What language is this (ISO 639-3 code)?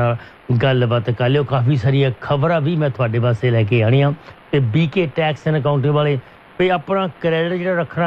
pan